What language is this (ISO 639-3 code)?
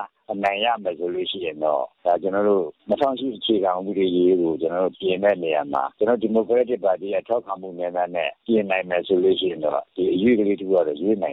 mya